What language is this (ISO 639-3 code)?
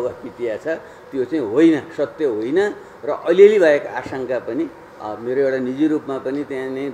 nep